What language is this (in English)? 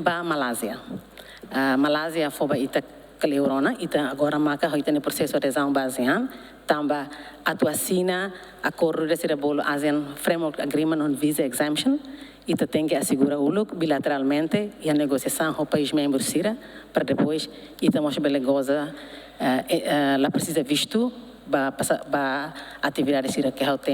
Tetum